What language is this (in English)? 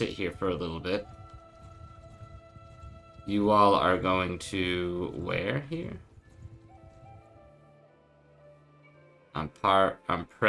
English